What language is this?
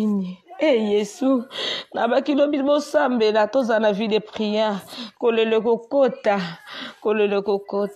Lingala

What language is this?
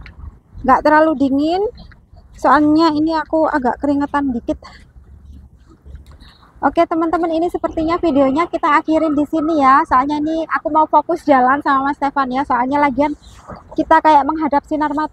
Indonesian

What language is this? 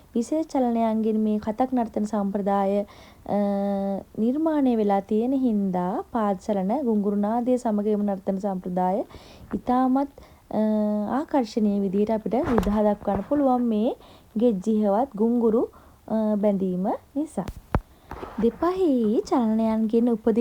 Sinhala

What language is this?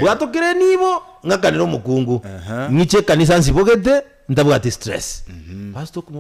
Gusii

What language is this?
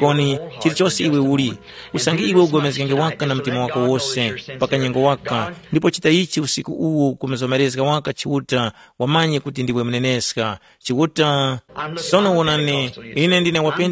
Tumbuka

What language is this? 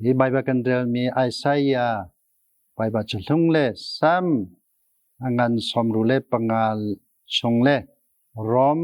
Hakha Chin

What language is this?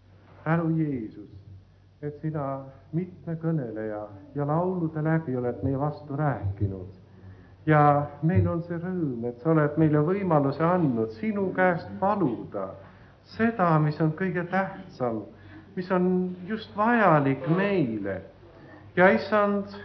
Estonian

